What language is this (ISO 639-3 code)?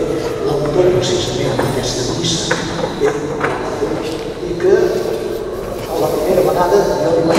cat